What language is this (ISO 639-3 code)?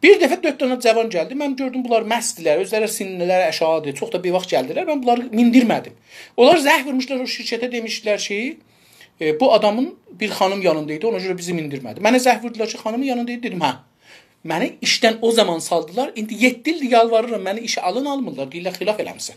azb